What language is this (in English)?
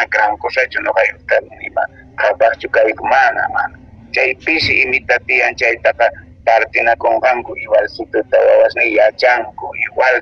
Quechua